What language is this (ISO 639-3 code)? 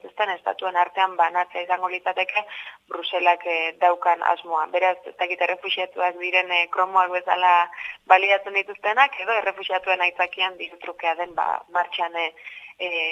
eus